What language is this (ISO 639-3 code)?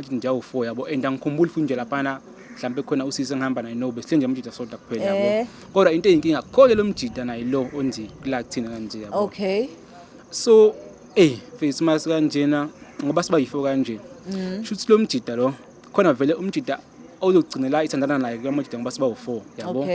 zul